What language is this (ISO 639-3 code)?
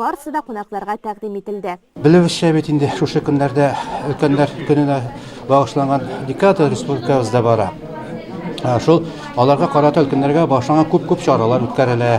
tat